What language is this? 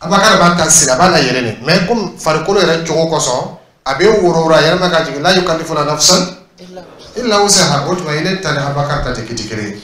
Dyula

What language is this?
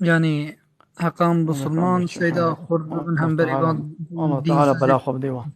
Kurdish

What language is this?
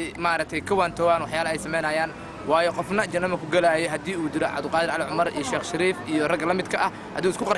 Somali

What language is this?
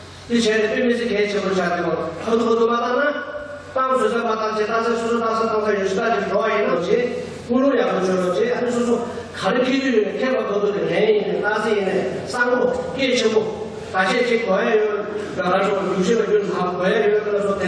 Tibetan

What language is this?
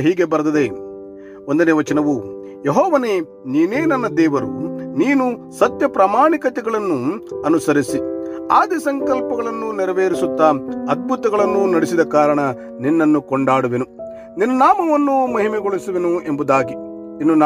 Kannada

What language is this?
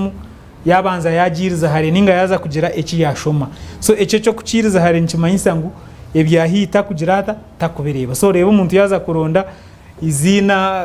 Nyankole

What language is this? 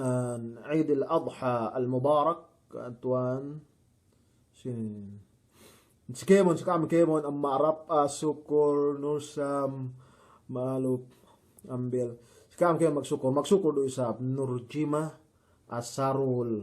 Yakan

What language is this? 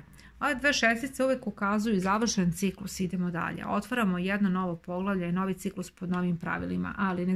Serbian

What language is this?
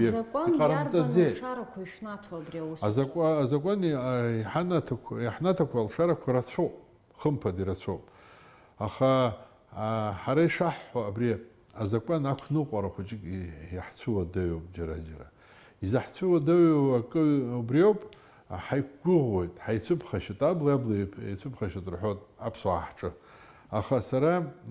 Abkhazian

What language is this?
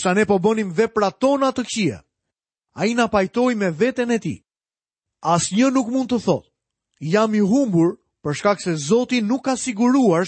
Albanian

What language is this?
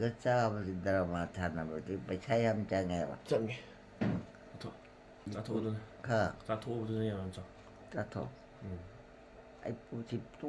Manipuri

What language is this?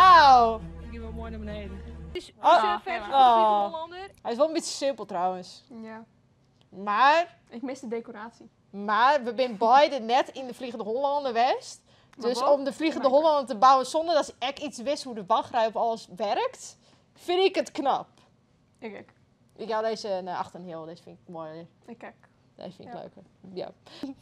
Western Frisian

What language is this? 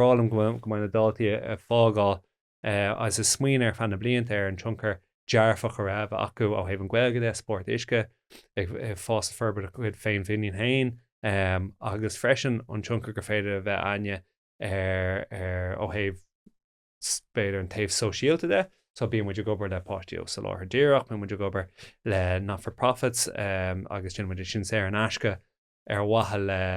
Irish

